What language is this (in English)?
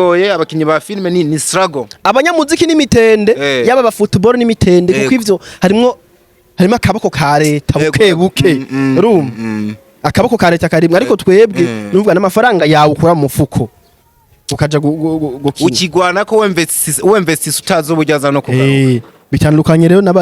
Rundi